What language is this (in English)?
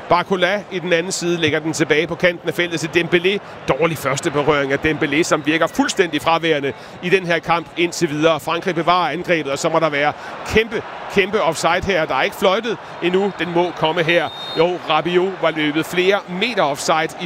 Danish